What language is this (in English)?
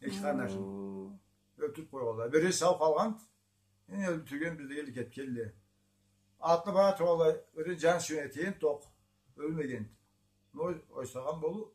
Karachay-Balkar